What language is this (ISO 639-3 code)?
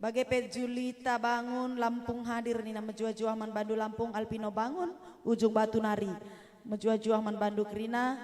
btx